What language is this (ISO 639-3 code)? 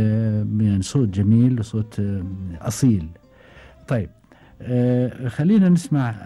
afb